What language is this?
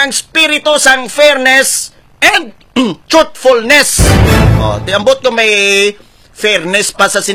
Hiligaynon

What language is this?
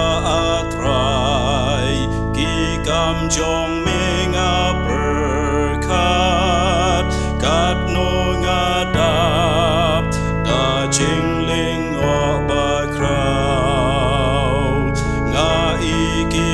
Khasi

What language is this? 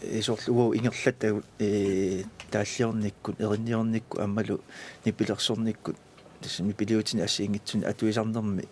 Kalaallisut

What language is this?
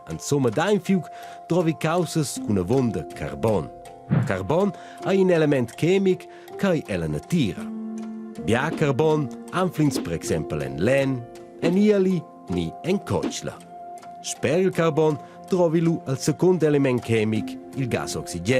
Romansh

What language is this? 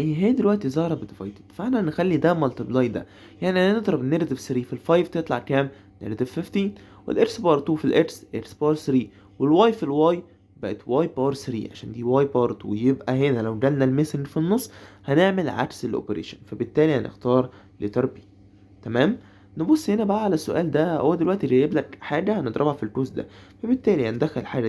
Egyptian Arabic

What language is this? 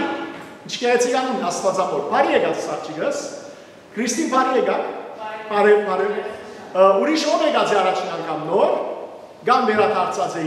Western Armenian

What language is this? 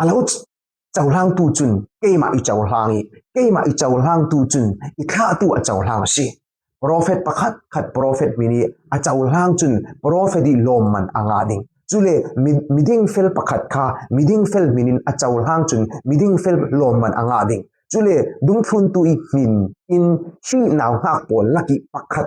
Falam Chin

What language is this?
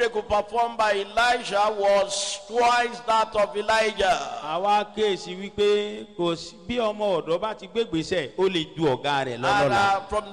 Yoruba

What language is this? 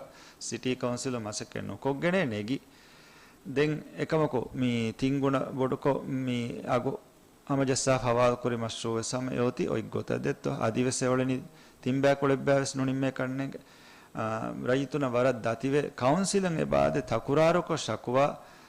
Divehi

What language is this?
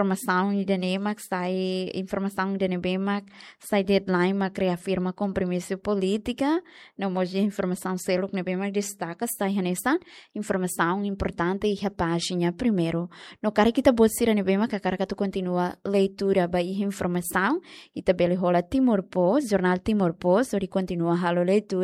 Tetum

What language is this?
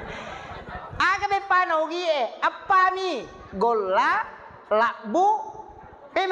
Buginese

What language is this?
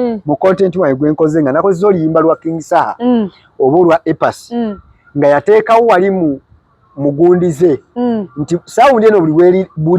Ganda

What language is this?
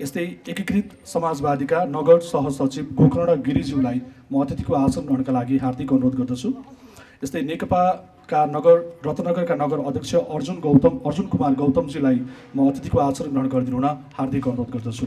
Nepali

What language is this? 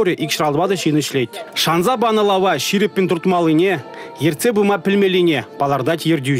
Chuvash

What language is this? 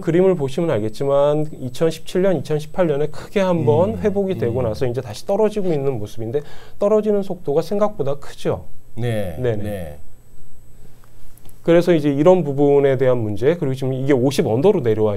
Korean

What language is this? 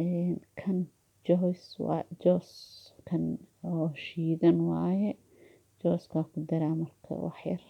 Somali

